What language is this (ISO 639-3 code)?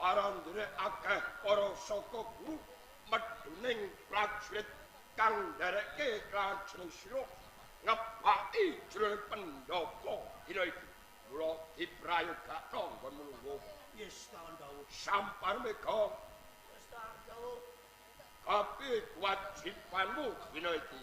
jav